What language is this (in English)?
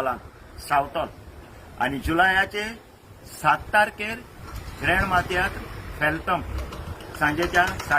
Konkani